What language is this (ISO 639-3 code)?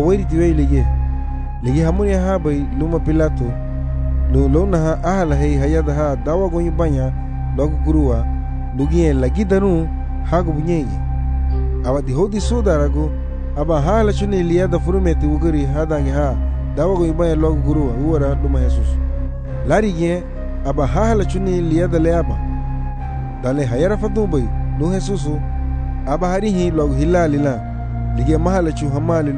cab